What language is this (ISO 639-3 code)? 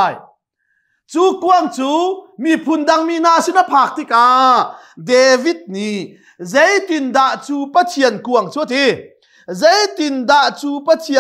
cnh